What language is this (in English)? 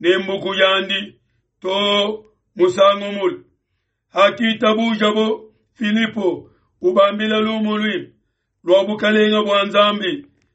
Luba-Lulua